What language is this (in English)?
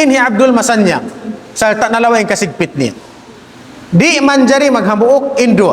Tausug